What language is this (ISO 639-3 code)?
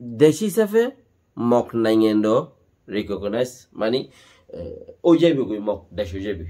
rhg